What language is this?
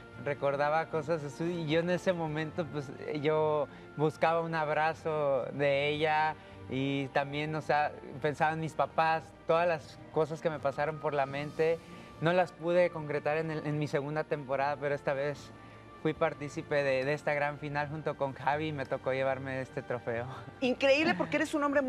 Spanish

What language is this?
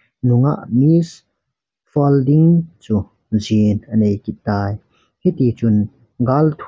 Thado Chin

